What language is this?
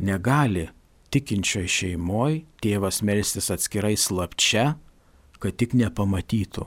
Lithuanian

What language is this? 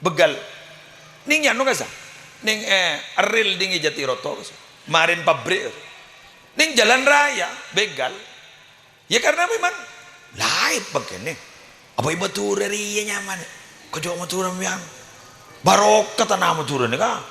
Madurese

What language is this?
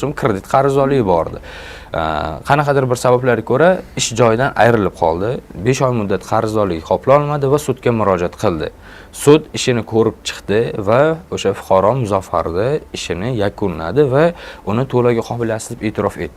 Uzbek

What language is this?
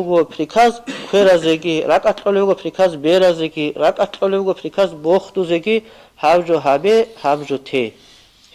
Avaric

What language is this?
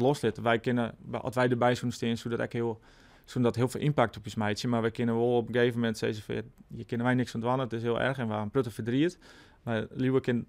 Western Frisian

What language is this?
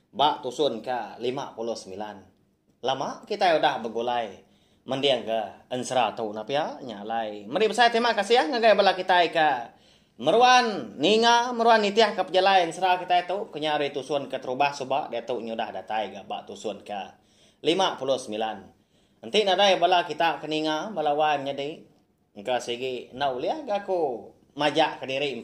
Iban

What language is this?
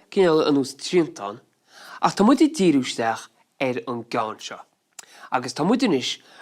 Irish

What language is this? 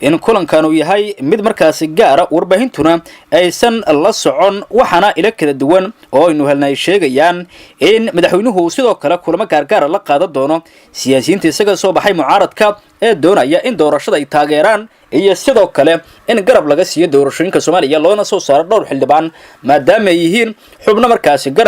Somali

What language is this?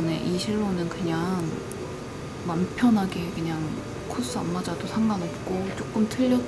Korean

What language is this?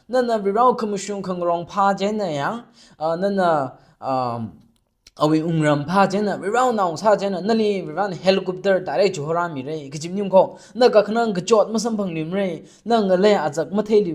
Tangkhul Naga (India)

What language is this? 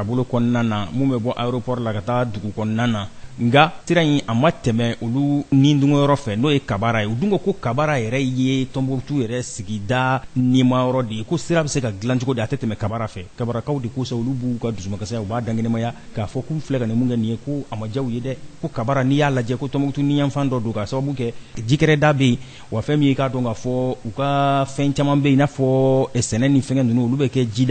Bambara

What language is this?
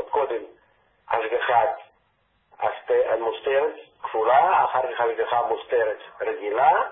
Hebrew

